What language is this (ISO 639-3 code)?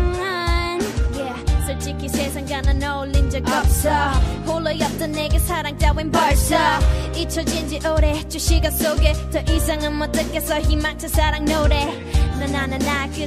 kor